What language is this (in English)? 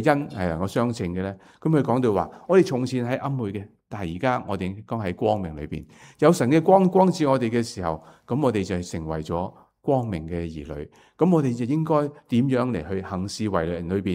Cantonese